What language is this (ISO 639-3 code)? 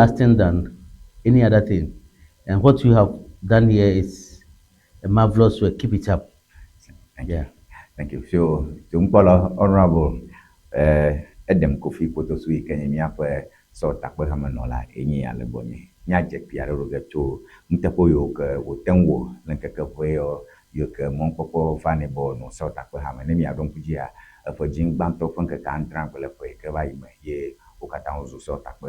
ewe